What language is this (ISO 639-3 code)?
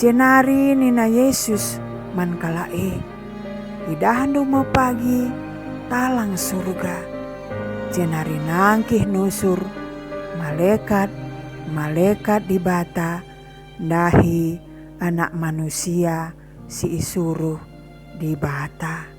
btx